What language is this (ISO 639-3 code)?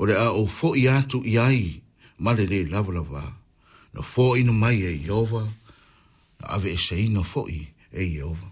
smo